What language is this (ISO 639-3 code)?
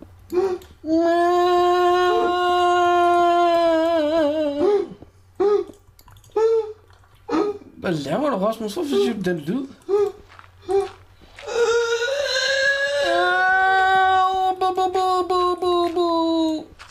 dan